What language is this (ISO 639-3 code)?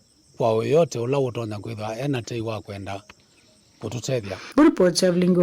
kam